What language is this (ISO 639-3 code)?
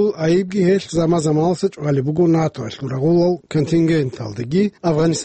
ava